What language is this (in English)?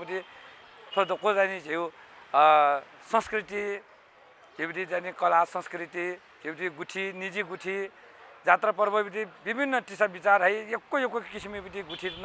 Newari